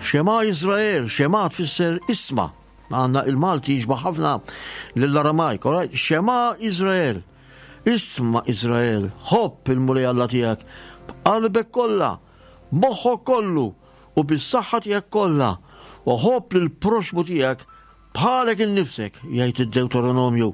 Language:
Maltese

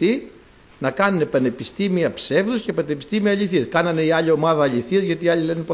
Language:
Greek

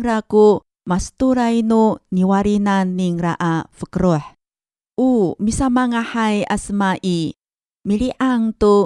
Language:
Amis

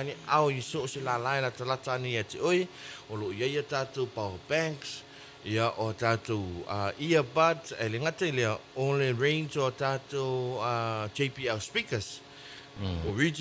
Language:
Samoan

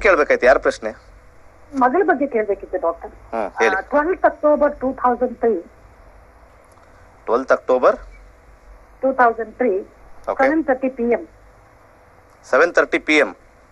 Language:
Kannada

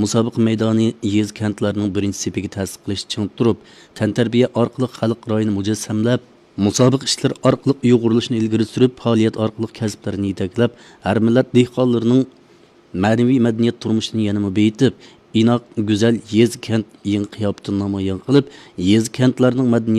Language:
Uyghur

